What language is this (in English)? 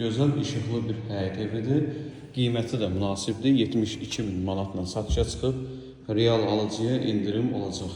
Azerbaijani